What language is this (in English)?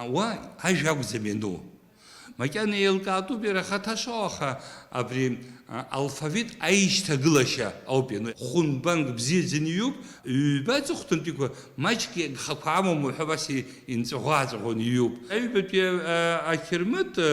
Abkhazian